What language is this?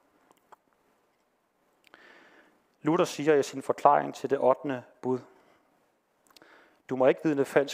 Danish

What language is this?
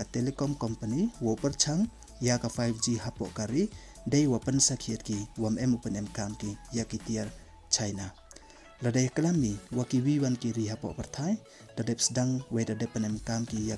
Pnar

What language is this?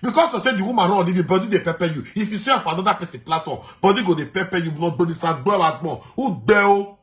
Nigerian Pidgin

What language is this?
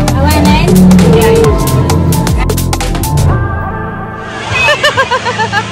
Filipino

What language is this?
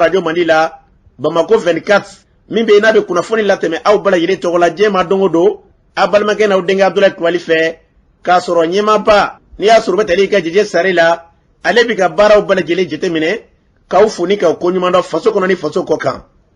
Bambara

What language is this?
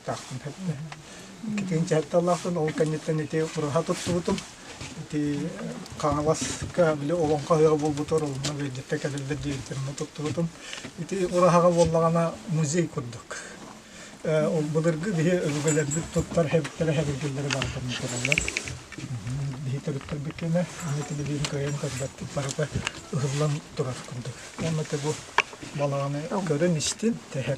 Yakut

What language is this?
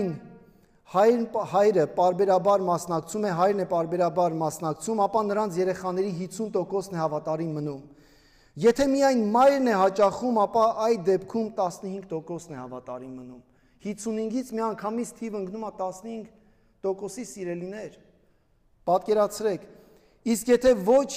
Armenian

